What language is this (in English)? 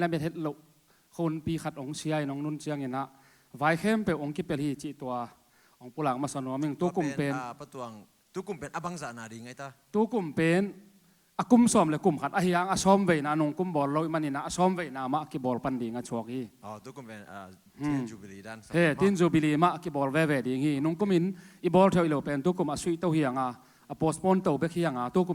Tedim Chin